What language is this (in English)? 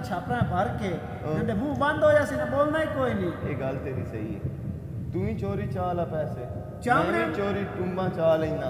Western Panjabi